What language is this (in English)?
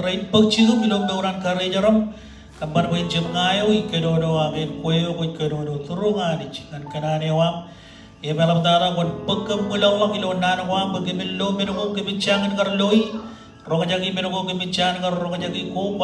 Marshallese